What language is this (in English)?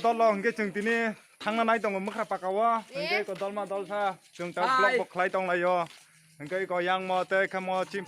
Kok Borok